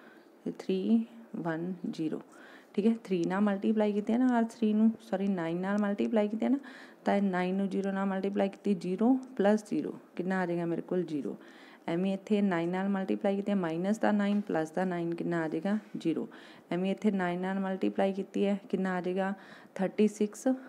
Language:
Punjabi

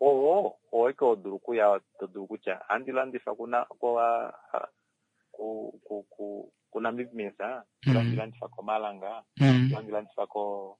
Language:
Kuanyama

